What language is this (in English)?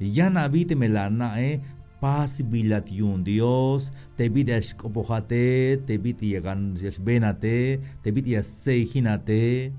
Tzeltal